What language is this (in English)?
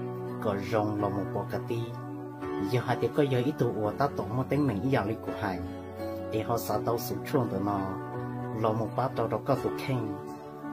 Hmong